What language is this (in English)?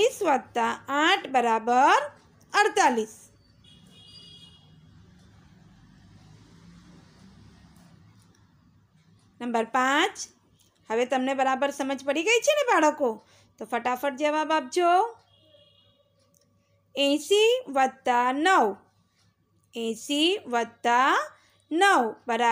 Gujarati